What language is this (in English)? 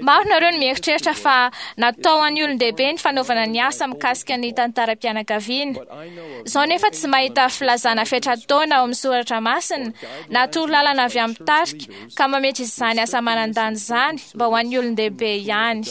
Malagasy